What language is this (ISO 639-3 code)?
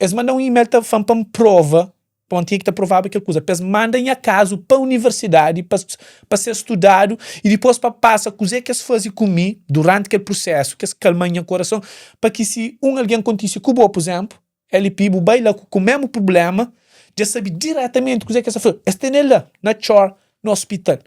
kea